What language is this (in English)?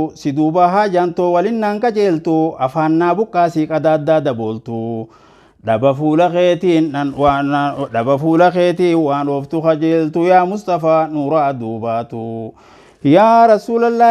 Oromo